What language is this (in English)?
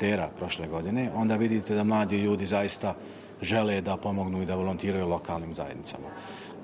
Bosnian